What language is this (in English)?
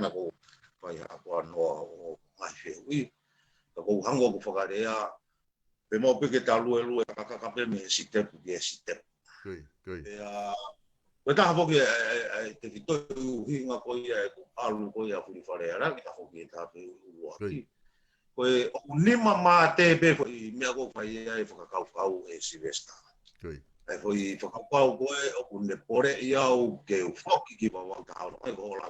Tongan